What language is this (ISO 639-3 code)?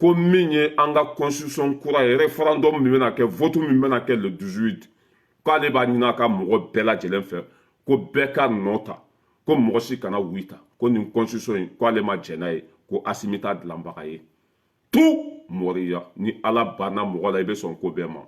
bam